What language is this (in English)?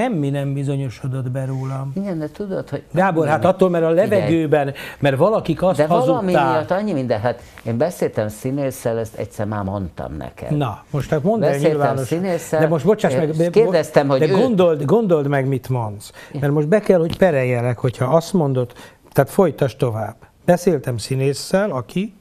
Hungarian